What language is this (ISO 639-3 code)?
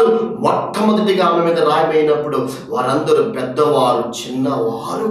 tel